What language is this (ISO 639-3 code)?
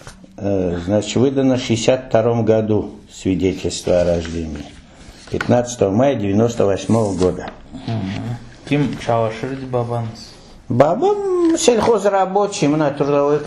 crh